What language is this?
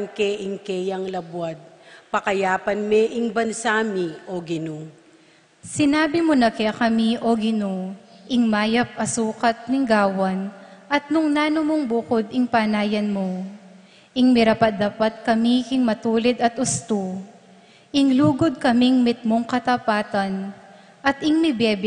Pampanga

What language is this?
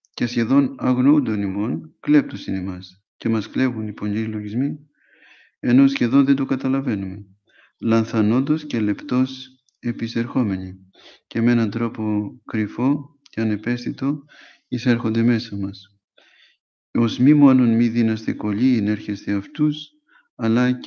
Greek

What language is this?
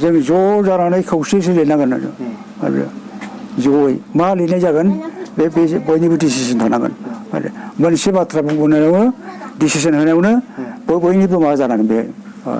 Bodo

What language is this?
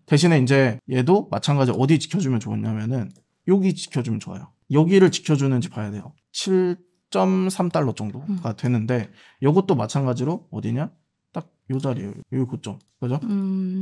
Korean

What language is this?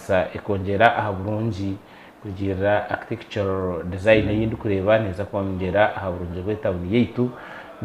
Nyankole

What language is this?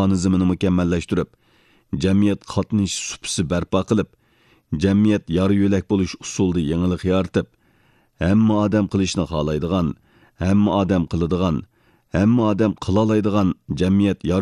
Uyghur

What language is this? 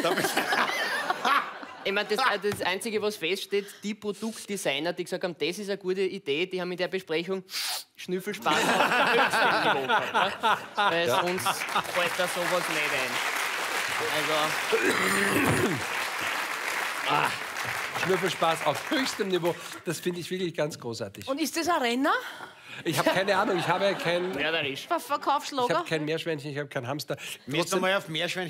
German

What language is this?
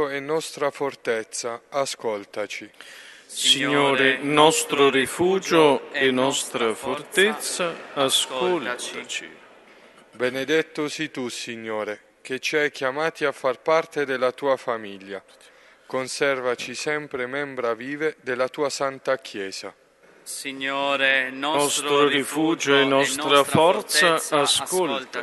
Italian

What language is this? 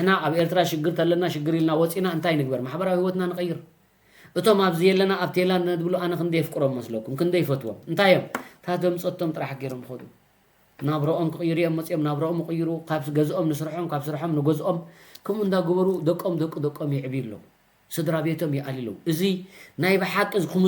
Tigrinya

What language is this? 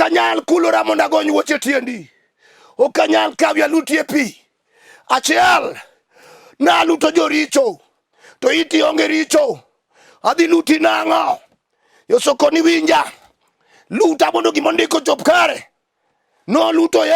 Luo (Kenya and Tanzania)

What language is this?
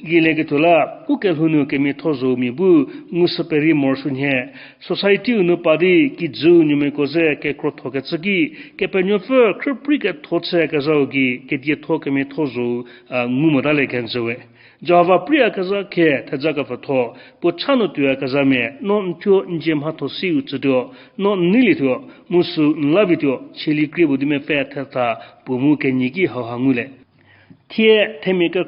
Angami Naga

